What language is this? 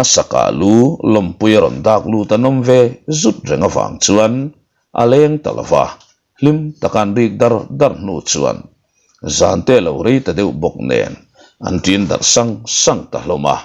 Mizo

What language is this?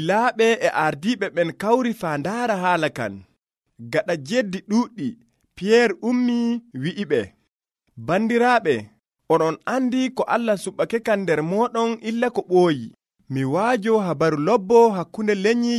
Nigerian Fulfulde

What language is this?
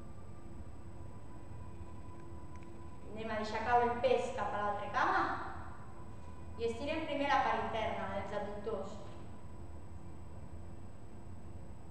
Catalan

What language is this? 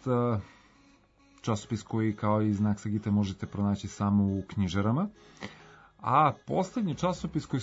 Serbian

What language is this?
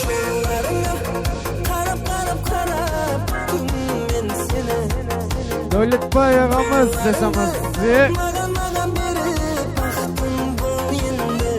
Kara-Kalpak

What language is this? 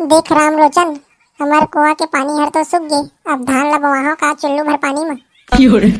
Chhattisgarhi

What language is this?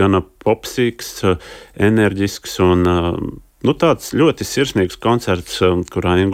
Latvian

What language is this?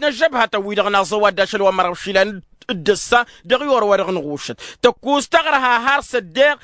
Tamasheq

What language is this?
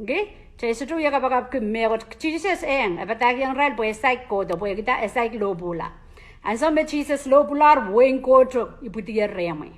Pohnpeian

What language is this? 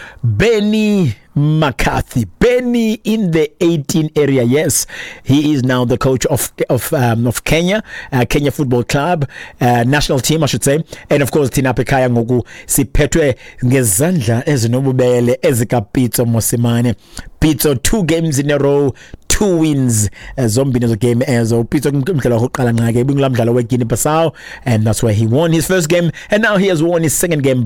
Xhosa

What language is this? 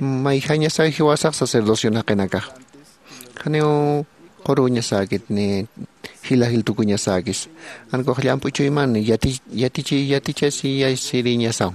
Aymara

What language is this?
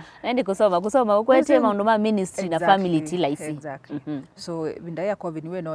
Kamba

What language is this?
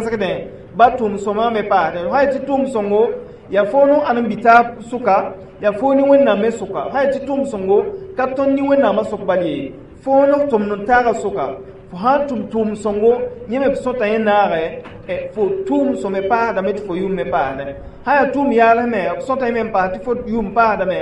Mossi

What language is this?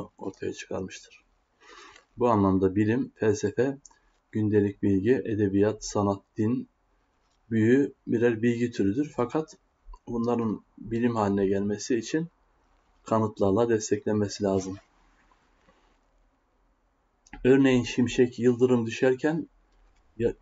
Turkish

